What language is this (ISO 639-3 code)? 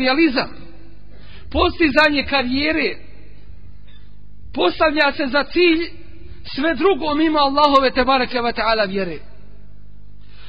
bos